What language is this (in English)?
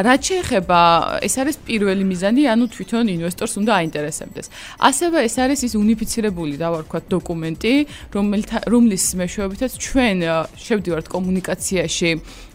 Georgian